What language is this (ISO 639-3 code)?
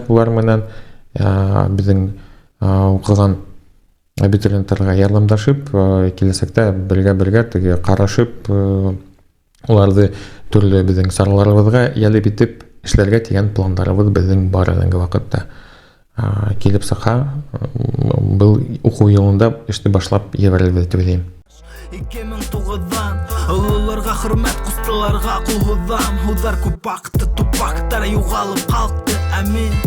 bak